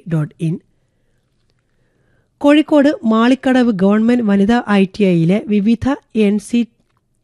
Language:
Malayalam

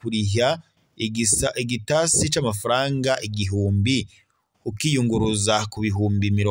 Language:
Rundi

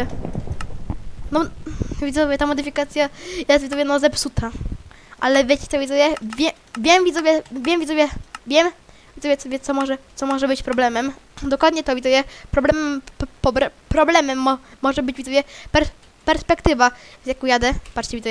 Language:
Polish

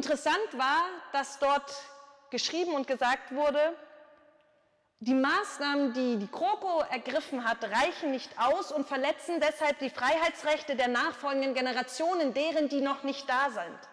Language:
German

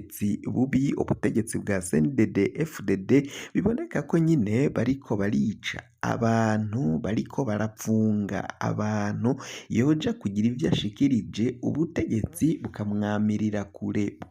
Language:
Rundi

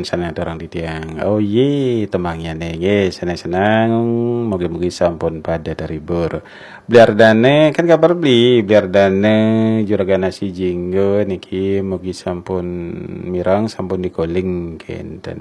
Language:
Balinese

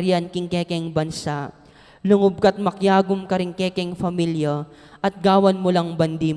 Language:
Pampanga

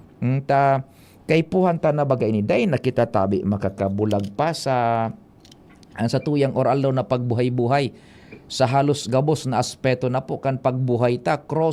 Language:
Bikol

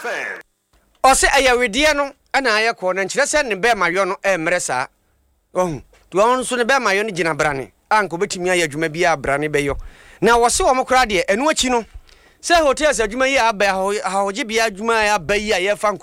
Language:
Akan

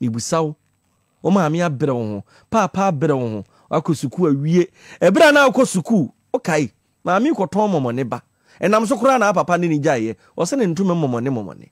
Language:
Akan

